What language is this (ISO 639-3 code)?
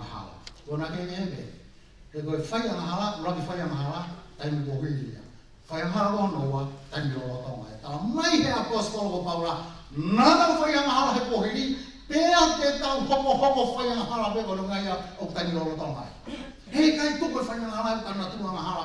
ton